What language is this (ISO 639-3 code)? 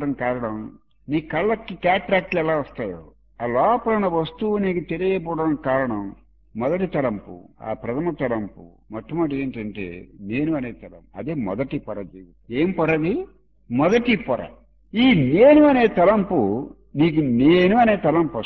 tel